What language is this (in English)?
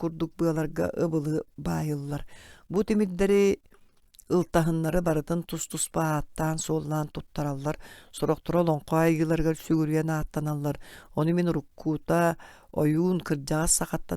Yakut